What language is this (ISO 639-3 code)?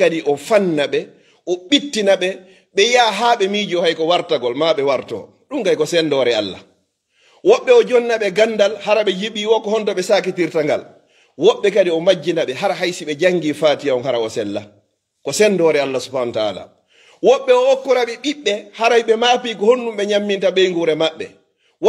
ful